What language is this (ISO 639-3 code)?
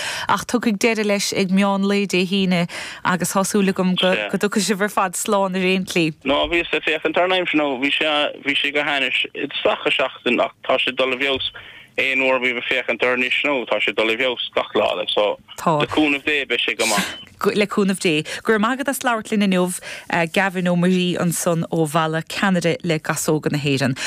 gle